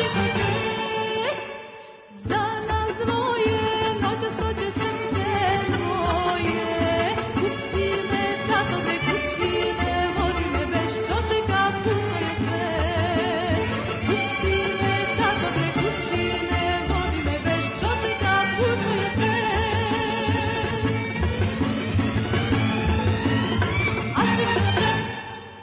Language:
Serbian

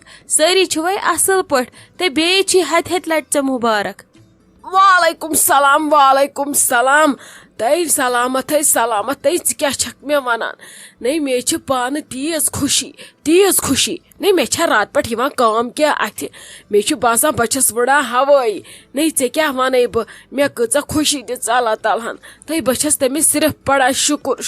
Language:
Kashmiri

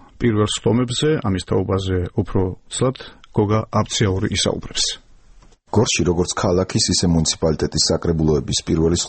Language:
Georgian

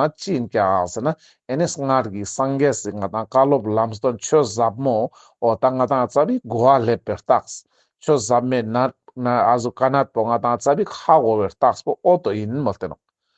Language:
Ladakhi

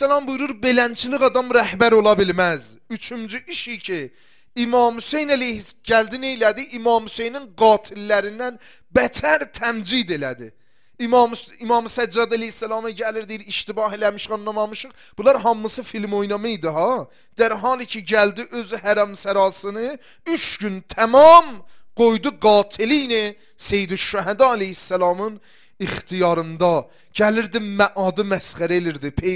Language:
Azerbaijani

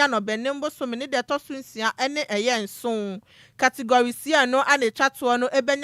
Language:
Akan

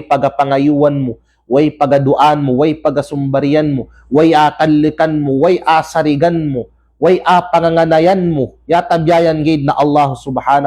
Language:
Kalagan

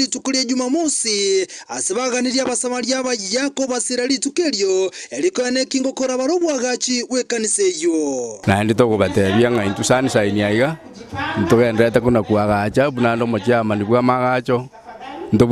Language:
Gusii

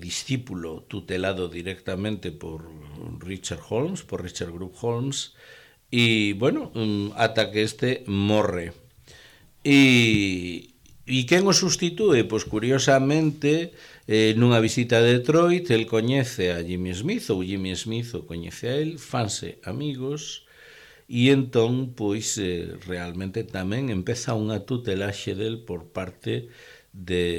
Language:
Galician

